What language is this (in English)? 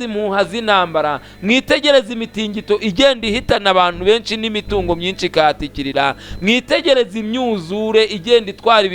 Kinyarwanda